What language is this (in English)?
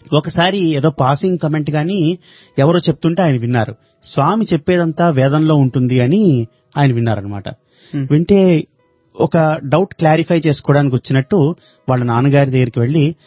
Telugu